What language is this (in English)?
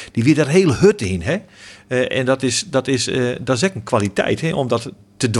Western Frisian